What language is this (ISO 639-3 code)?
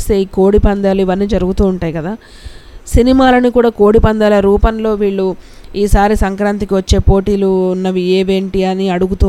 tel